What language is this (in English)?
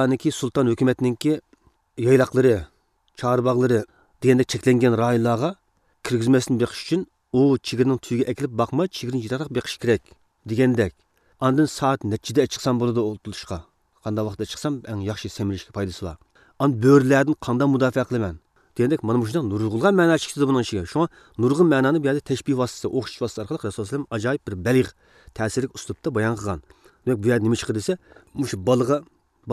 Uyghur